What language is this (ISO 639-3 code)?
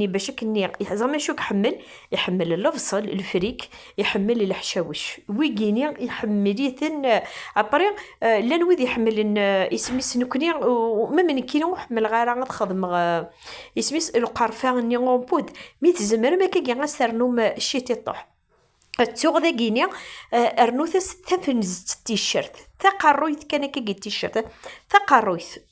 kab